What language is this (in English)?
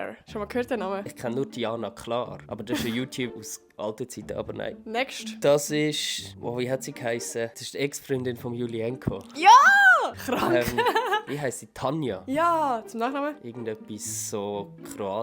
Swiss German